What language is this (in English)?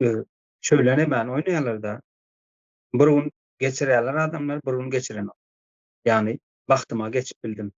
Turkmen